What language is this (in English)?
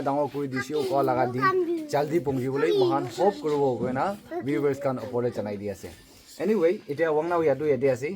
Naga Pidgin